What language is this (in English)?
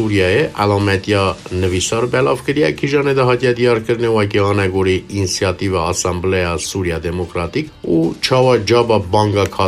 Kurdish